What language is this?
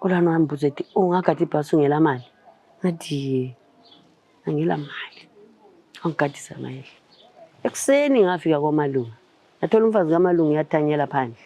North Ndebele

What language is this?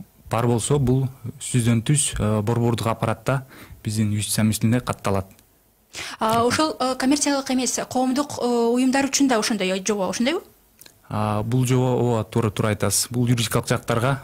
Kyrgyz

